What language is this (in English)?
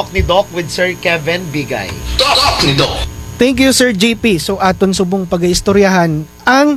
Kinaray-a